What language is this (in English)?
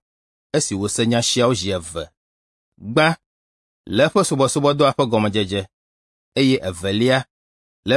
Ewe